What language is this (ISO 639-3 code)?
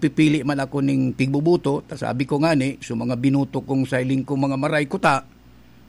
bik